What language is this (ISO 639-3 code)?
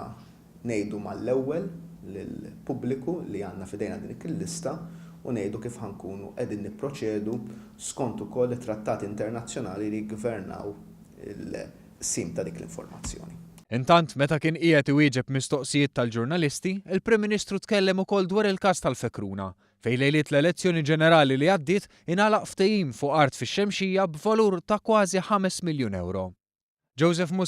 mlt